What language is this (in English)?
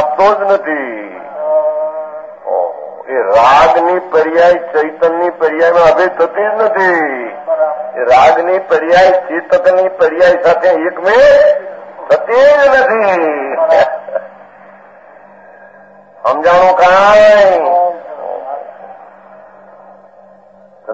Gujarati